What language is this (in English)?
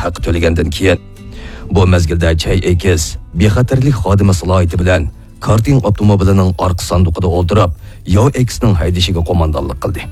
Uyghur